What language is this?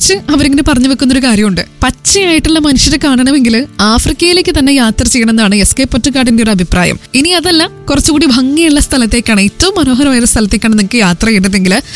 Malayalam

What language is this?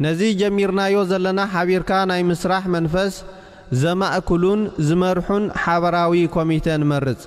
Tigrinya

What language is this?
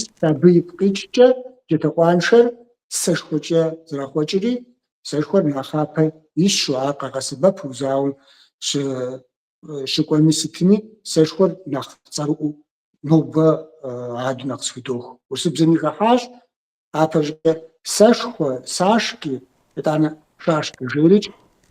Kabardian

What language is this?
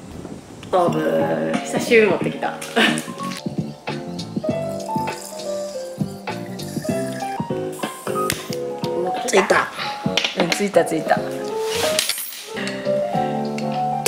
Japanese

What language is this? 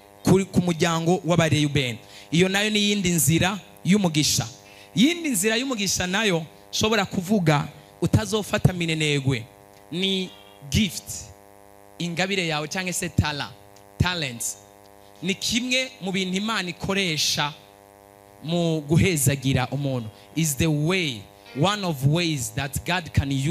Rundi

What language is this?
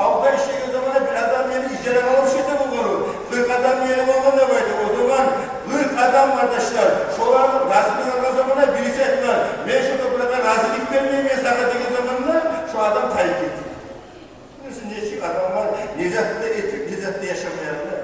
Kumyk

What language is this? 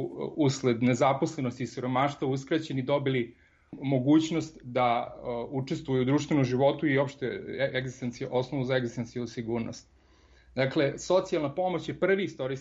Serbian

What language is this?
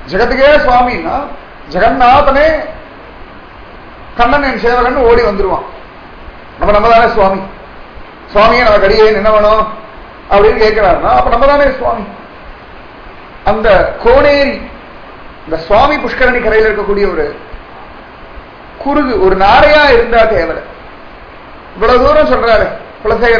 Tamil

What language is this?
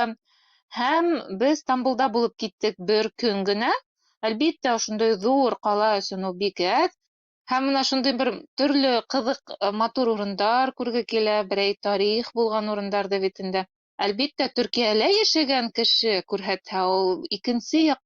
Bashkir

